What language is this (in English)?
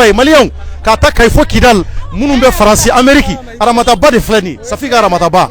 Bambara